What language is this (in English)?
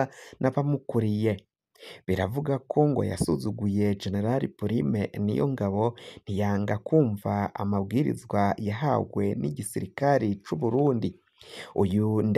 Rundi